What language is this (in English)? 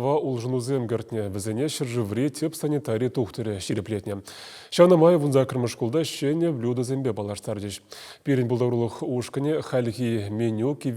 Chuvash